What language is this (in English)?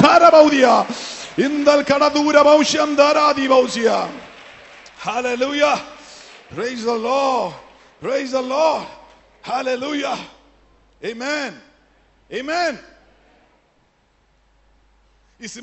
Malayalam